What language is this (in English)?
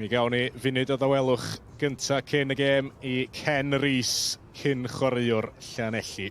Welsh